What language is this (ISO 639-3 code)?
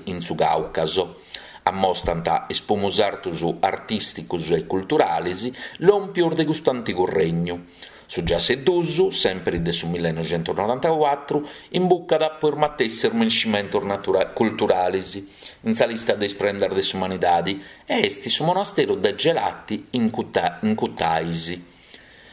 srd